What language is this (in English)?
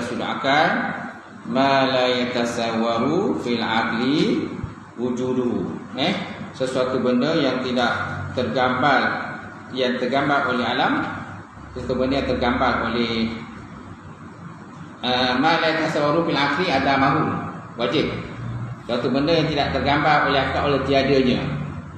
Malay